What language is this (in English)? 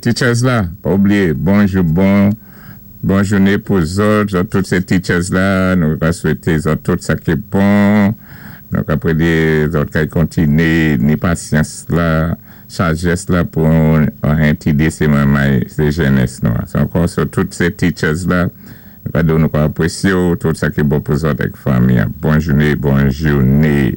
Saint Lucian Creole French